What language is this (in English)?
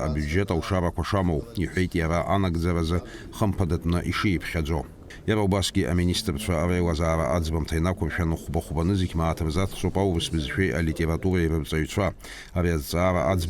Abkhazian